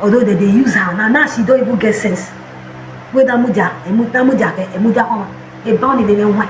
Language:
Nigerian Pidgin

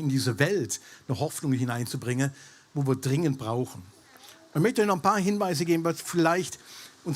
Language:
Swiss German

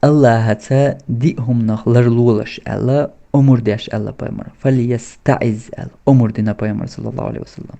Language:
Chechen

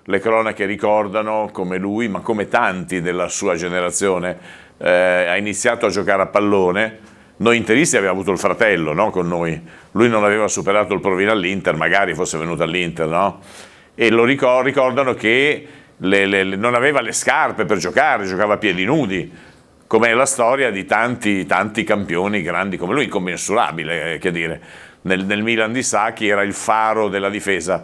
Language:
Italian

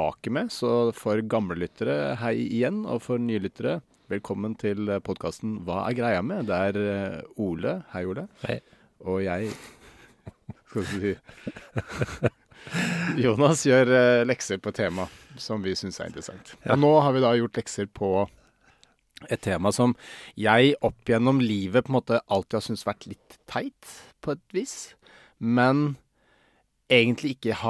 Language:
Norwegian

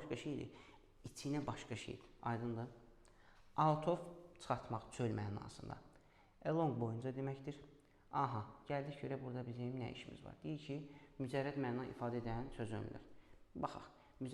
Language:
Azerbaijani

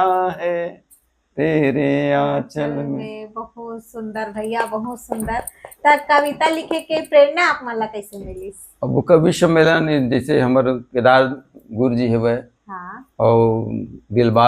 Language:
Chhattisgarhi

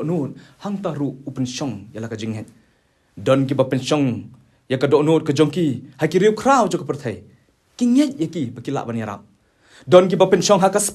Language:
Khasi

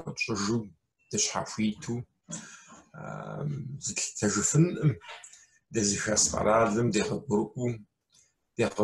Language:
Kabardian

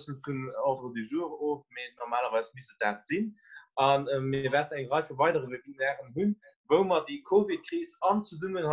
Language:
Luxembourgish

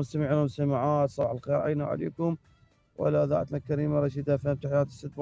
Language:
Mesopotamian Arabic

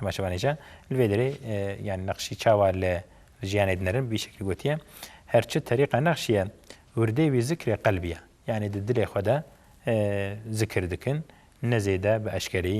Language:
Kurdish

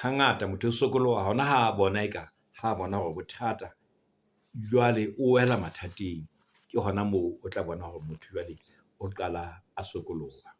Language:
Southern Sotho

